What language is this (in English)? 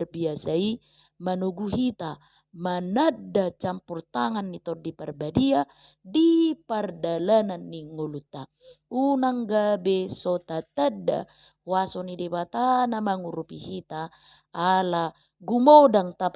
Batak Toba